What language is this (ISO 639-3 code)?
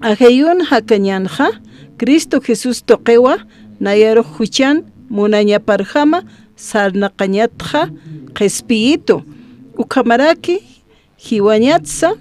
aym